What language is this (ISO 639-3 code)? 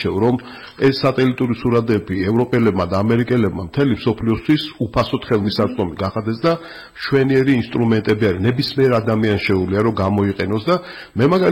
kat